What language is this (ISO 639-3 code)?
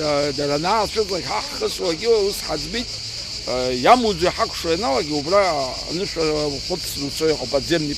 abk